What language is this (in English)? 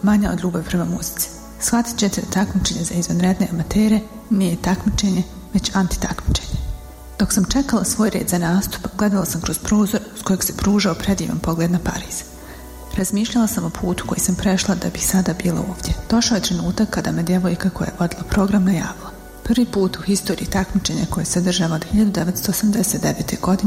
Bosnian